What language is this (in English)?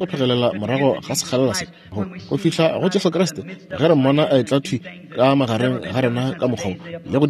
Northern Sotho